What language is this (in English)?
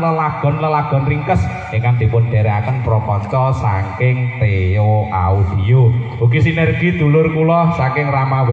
Javanese